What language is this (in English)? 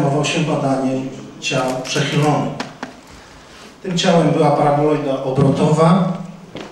Polish